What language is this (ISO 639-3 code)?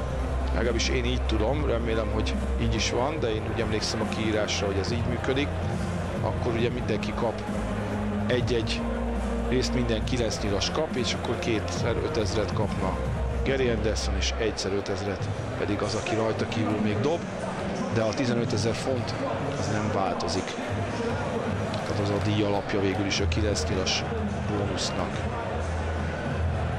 hun